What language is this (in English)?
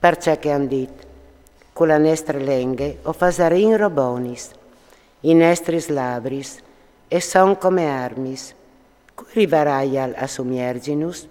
Friulian